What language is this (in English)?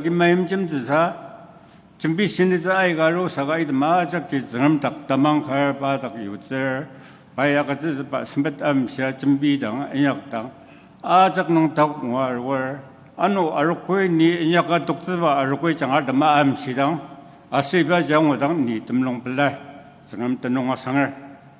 Ao Naga